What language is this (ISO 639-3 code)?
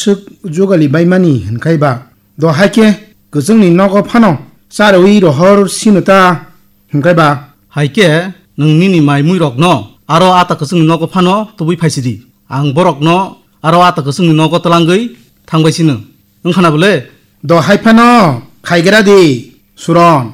trp